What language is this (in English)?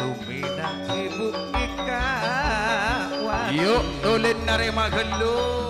Madurese